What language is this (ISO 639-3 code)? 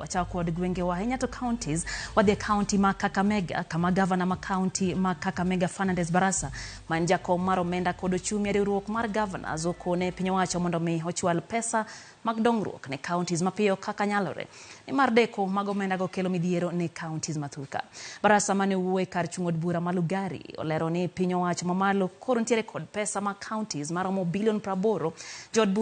luo